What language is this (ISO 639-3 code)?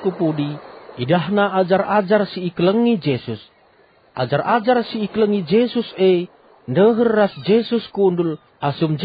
btx